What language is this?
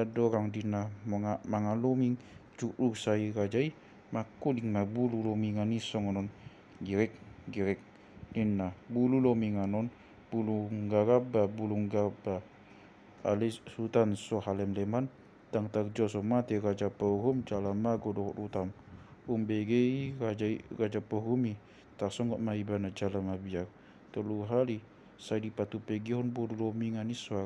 Batak Toba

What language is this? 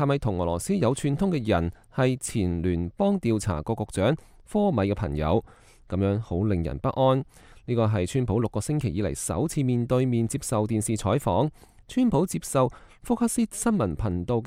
Cantonese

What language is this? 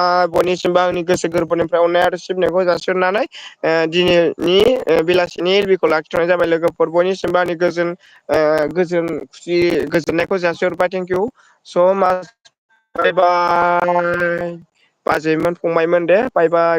Bodo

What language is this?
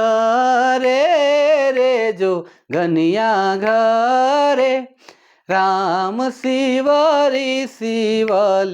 Sadri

